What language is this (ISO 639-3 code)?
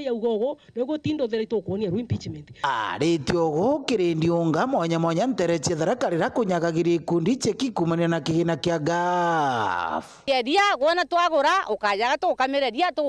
mer